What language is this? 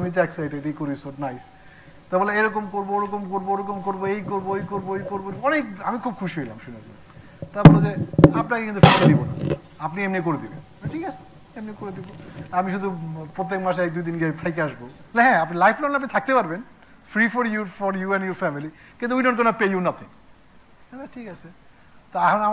Bangla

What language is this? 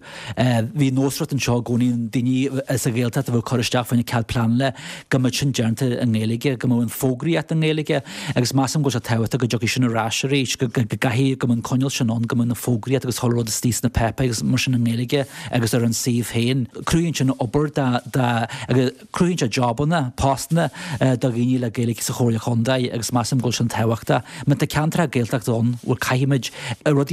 Irish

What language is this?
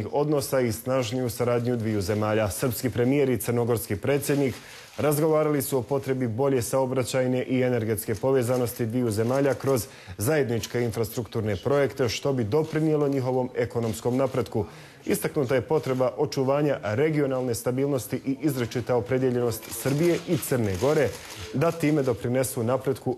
Bosnian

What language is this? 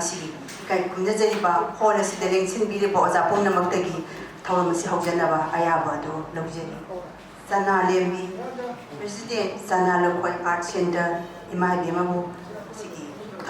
Manipuri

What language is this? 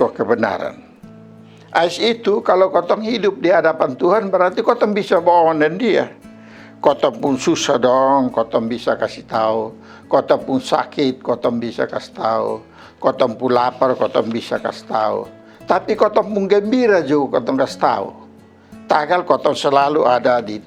Kupang Malay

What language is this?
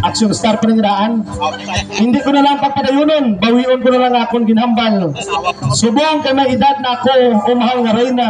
Hiligaynon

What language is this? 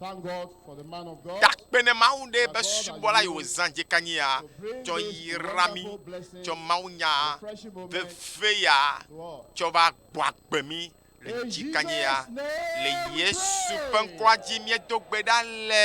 Ewe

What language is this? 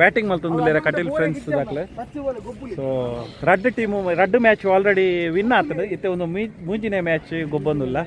Tulu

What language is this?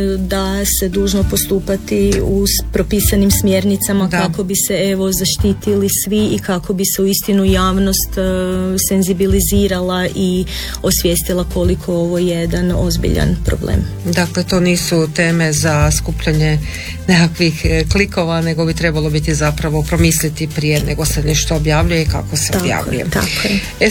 Croatian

